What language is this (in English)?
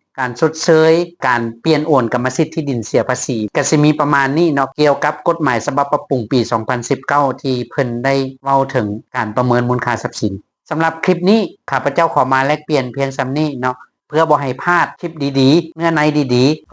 Lao